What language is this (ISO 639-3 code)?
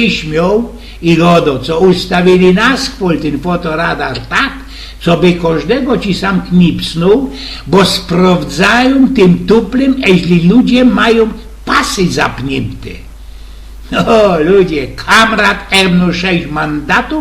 szl